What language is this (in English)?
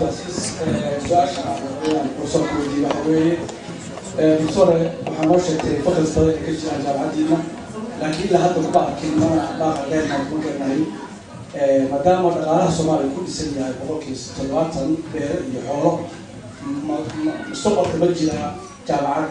Somali